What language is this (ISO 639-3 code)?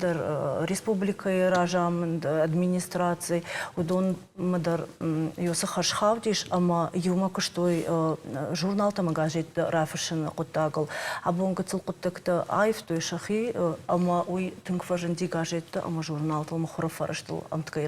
oss